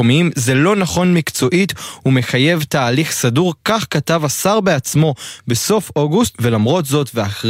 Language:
Hebrew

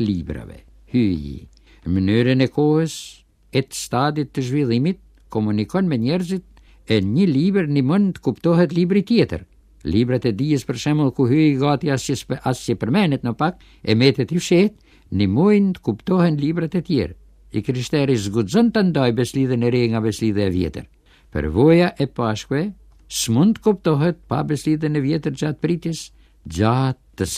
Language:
Albanian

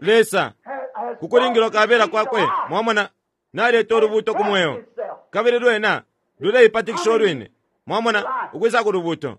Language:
Bemba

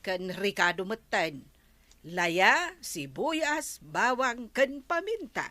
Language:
Iloko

